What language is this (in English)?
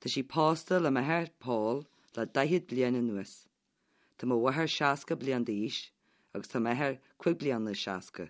Irish